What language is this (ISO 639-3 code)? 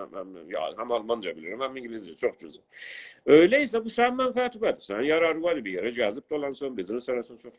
azb